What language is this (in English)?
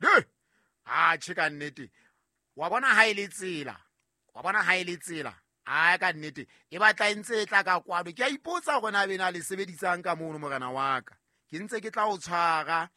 Southern Sotho